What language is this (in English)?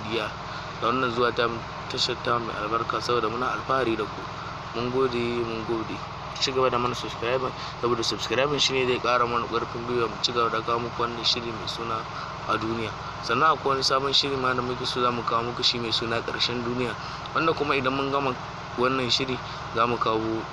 Hausa